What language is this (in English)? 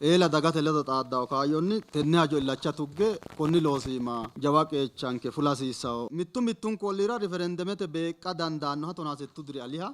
Sidamo